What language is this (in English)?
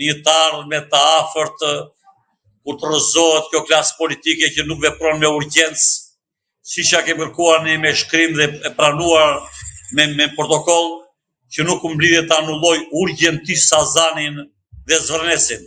Albanian